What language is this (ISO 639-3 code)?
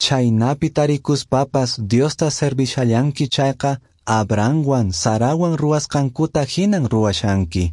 que